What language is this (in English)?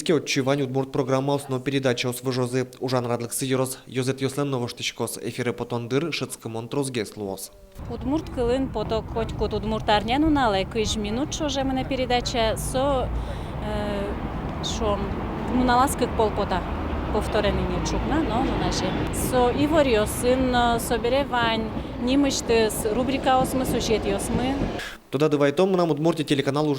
Udmurt